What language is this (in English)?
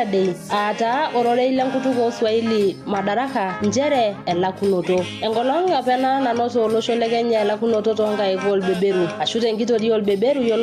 Masai